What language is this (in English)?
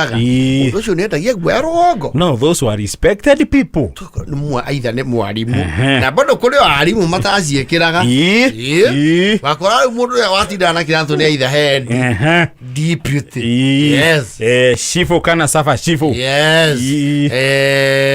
Kikuyu